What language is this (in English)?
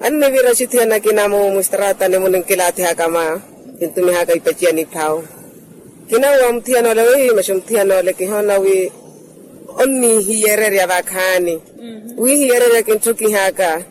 Makhuwa